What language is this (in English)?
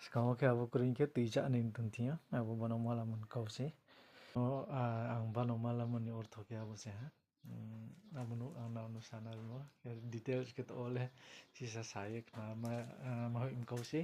Riang (India)